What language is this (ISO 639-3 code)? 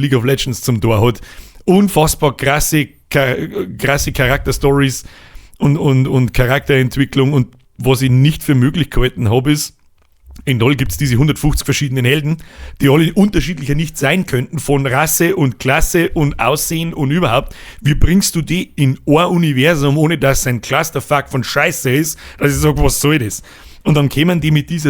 bar